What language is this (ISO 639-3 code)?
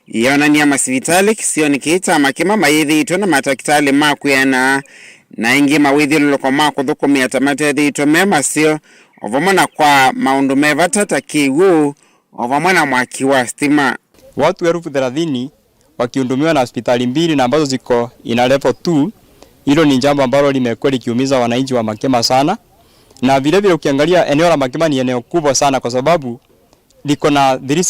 kam